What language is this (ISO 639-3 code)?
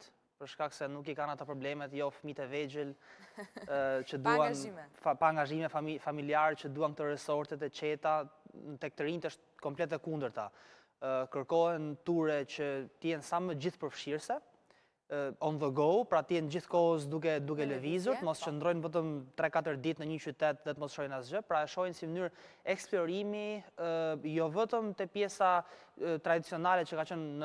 sqi